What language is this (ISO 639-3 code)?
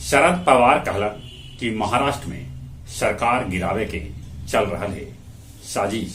mag